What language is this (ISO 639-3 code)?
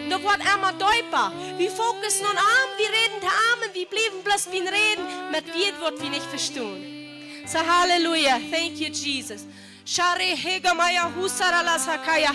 pdt